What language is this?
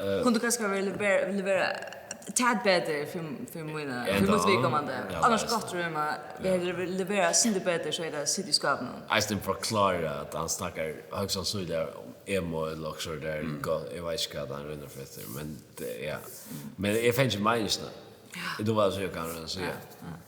Faroese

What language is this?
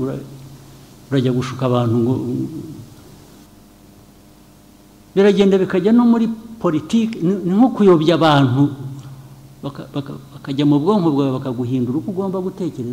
Kinyarwanda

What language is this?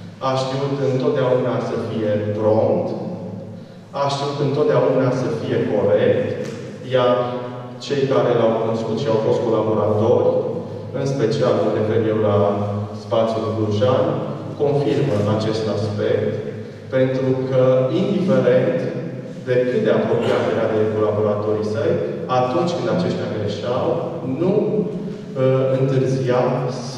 Romanian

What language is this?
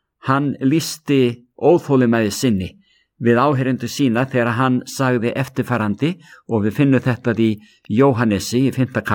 Icelandic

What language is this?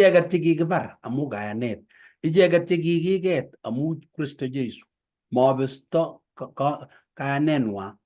Kalenjin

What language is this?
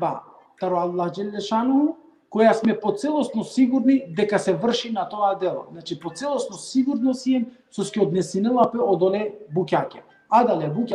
Balkan Romani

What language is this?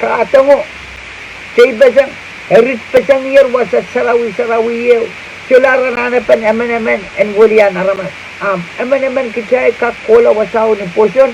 Pohnpeian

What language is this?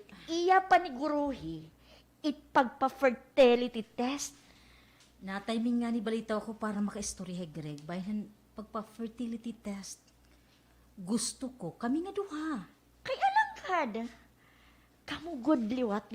Waray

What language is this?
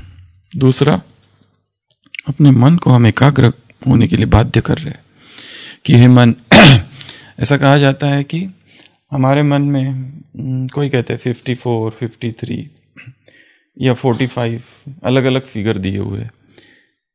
Hindi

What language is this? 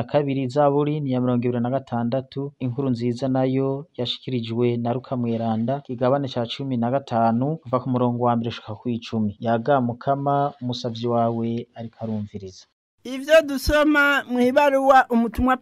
Rundi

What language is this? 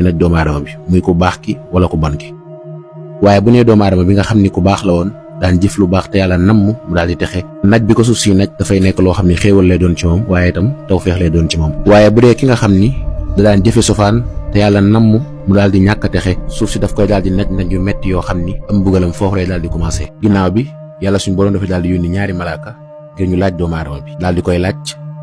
Wolof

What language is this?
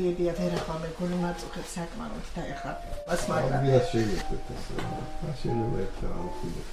Georgian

